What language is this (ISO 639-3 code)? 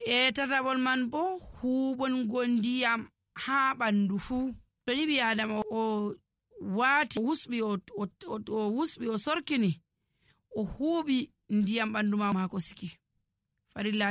fuv